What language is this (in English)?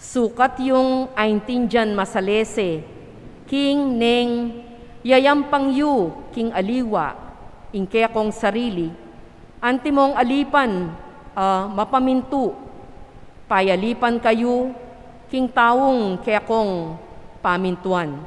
Pampanga